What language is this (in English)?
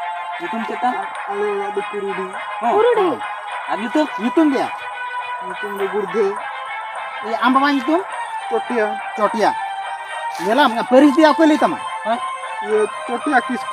Santali